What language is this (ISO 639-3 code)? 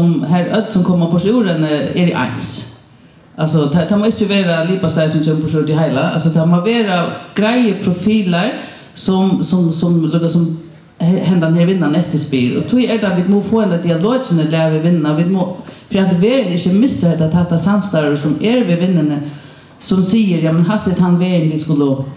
fao